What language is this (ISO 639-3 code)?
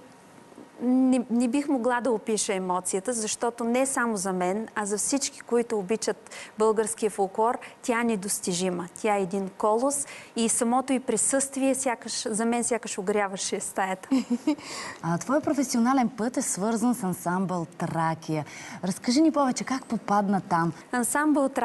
bul